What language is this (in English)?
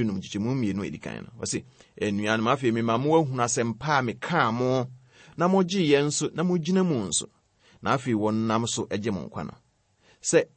Akan